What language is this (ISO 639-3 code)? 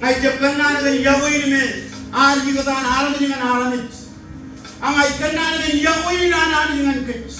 mah